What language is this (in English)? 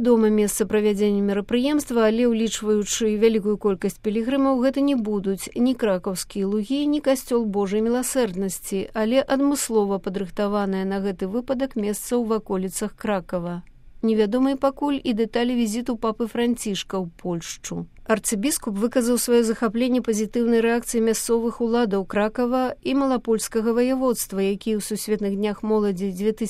Belarusian